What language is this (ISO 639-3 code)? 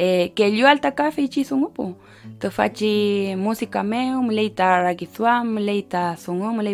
arn